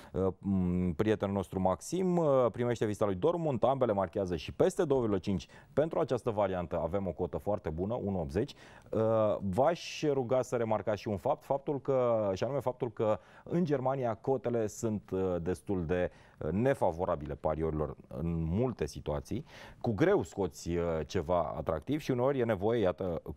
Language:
Romanian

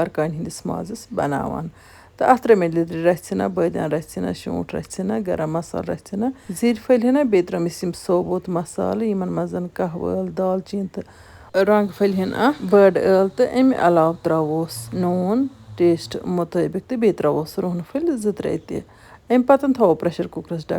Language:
Kashmiri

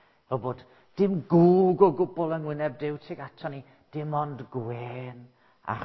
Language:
Welsh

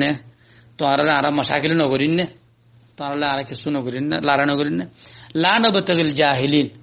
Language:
Rohingya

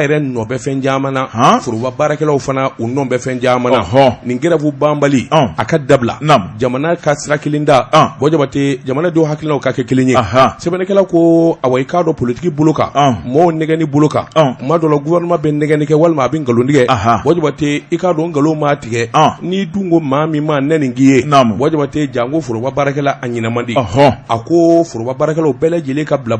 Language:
Bambara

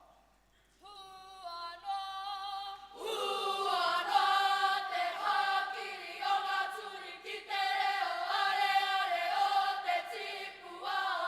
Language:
Māori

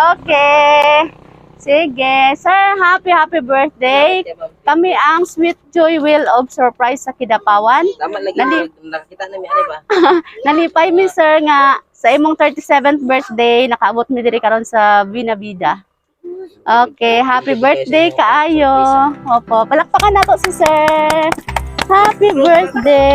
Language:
Cebuano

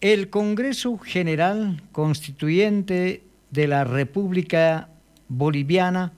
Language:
Aymara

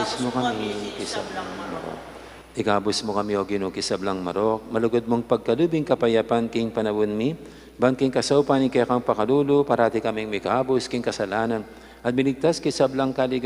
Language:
Pampanga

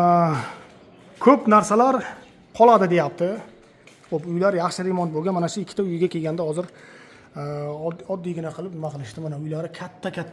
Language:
Uzbek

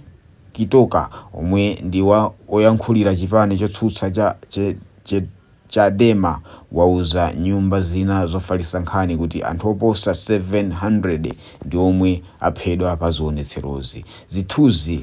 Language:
Nyanja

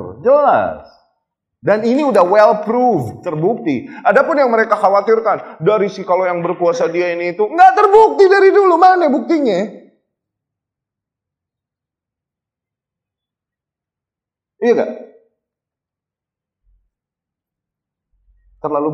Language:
Indonesian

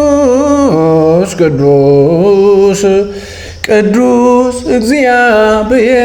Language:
Amharic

